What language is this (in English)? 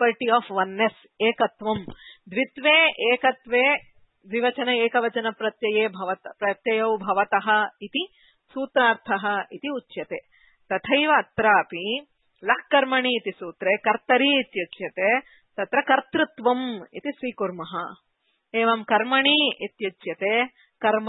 Sanskrit